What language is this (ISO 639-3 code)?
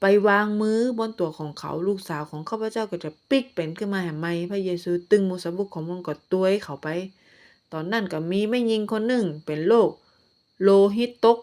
nod